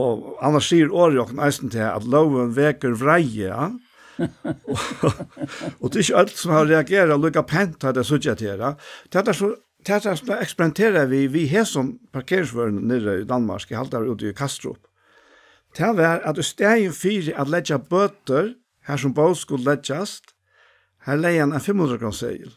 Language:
Faroese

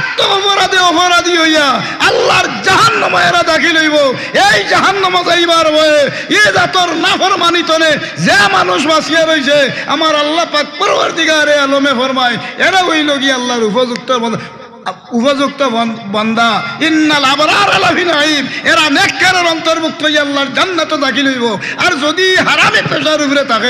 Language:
Sylheti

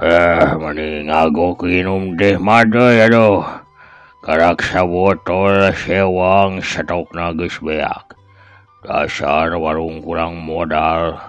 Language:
Sundanese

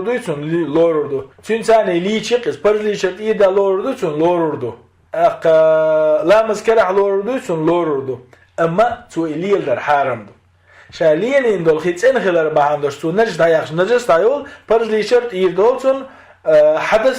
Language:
Chechen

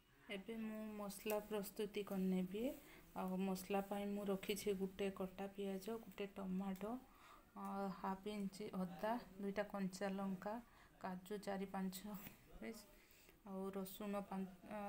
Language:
Odia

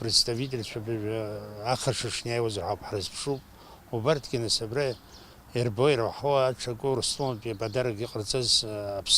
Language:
Abkhazian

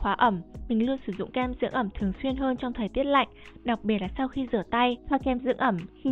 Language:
Vietnamese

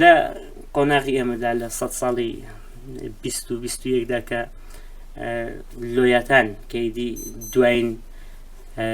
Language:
Central Kurdish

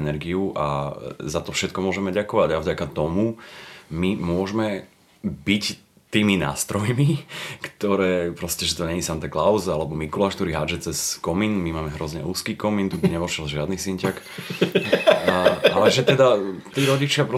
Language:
Slovak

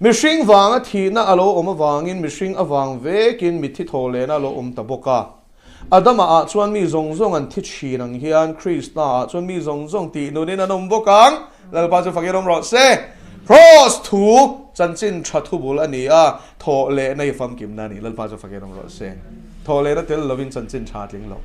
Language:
Mizo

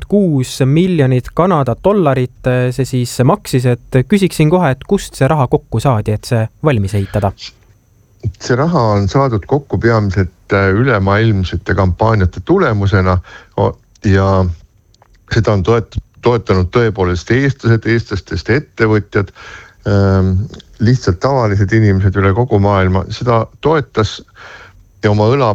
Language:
Estonian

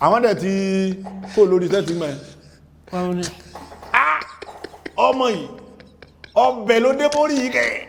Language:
Yoruba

